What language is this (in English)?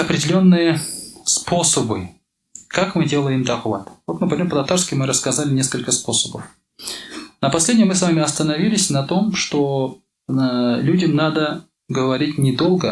Tatar